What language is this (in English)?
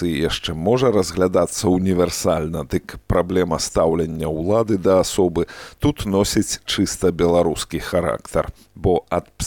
Belarusian